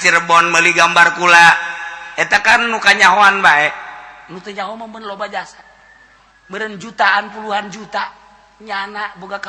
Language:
Sundanese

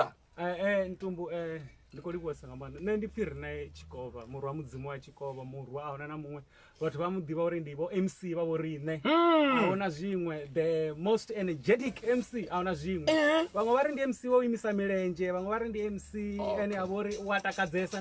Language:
Venda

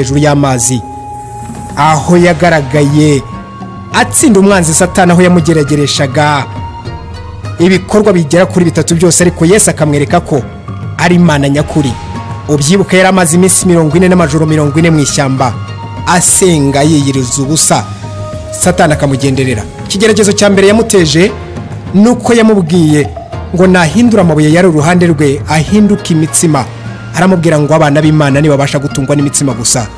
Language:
Kinyarwanda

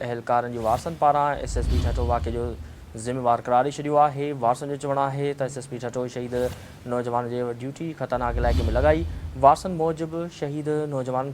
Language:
Sindhi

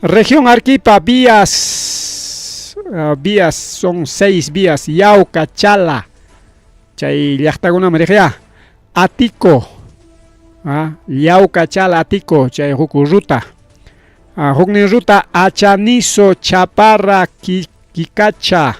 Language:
Ayacucho Quechua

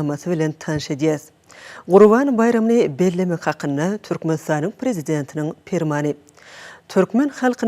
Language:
Turkmen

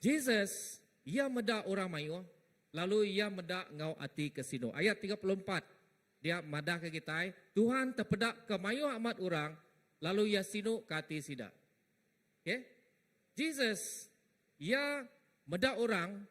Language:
Iban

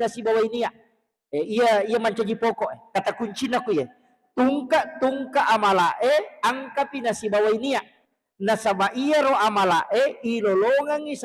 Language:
Buginese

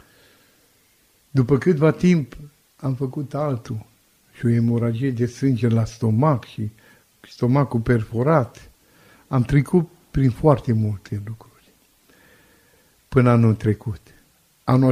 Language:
Romanian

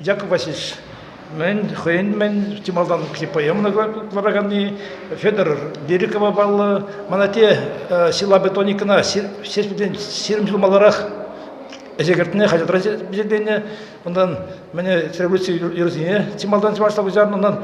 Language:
Chuvash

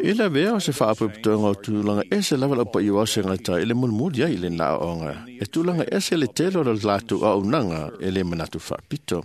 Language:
Samoan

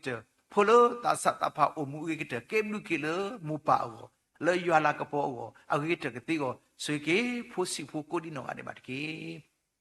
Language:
S'gaw Karen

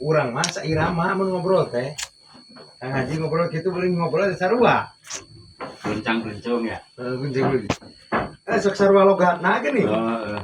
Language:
Sundanese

